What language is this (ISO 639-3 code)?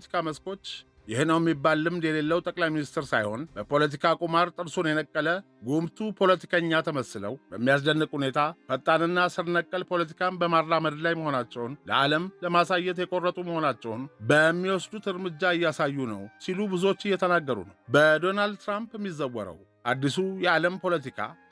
amh